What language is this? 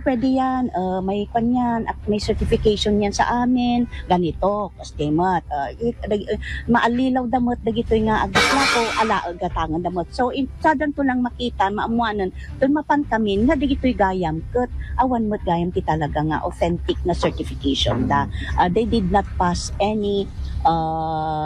Iloko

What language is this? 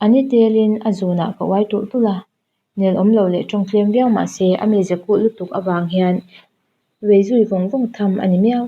Mizo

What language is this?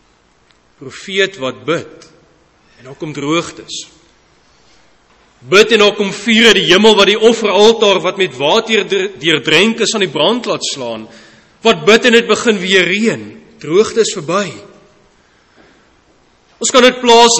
Afrikaans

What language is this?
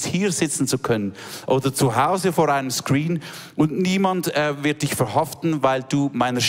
Swiss German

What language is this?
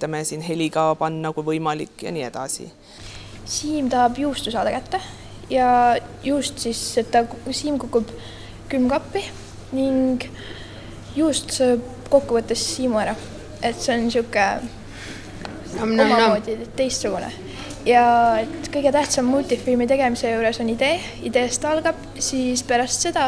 Estonian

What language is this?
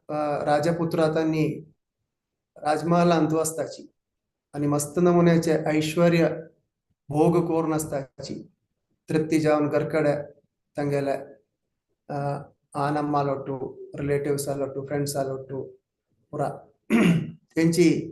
Konkani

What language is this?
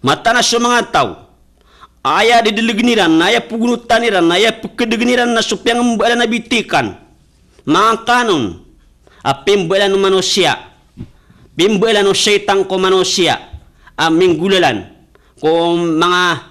Maranao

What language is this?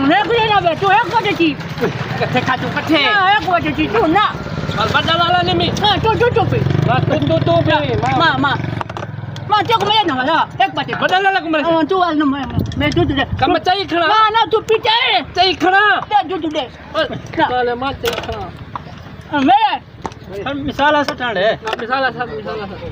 Saraiki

